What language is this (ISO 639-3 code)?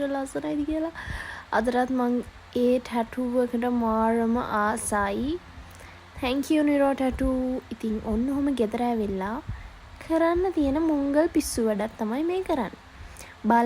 sin